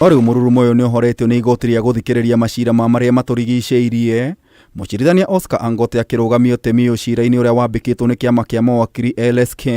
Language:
Kikuyu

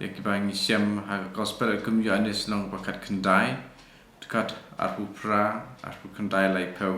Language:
Khasi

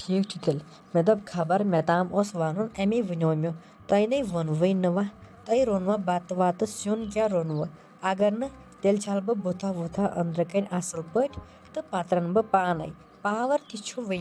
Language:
Kashmiri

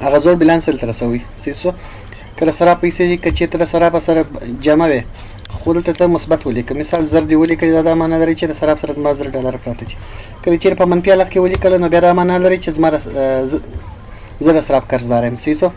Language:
Pashto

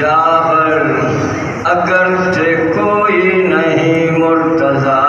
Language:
Saraiki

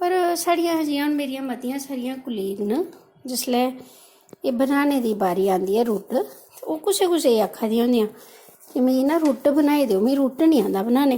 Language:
Dogri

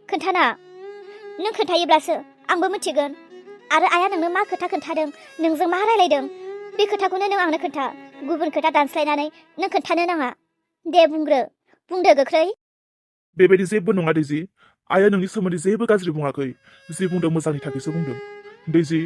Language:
Bodo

